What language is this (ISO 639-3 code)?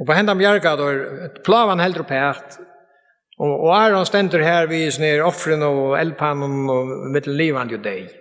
fao